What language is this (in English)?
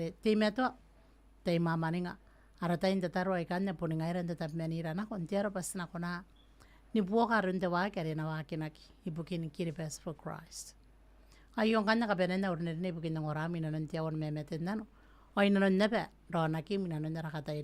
Gilbertese